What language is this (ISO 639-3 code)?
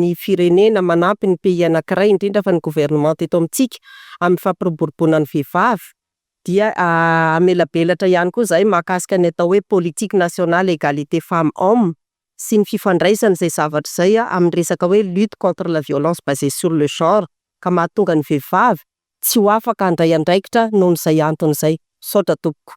mlg